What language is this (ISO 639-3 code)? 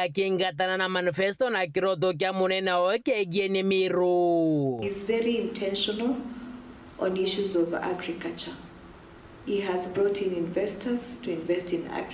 mer